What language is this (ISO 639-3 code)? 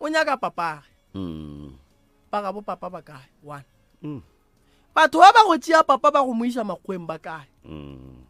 nso